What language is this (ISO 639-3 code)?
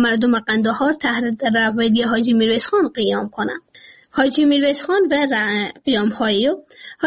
fas